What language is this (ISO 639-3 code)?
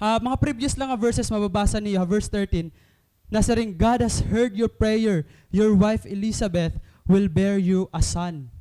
war